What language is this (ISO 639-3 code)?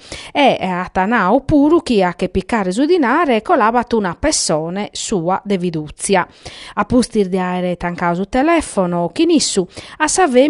srd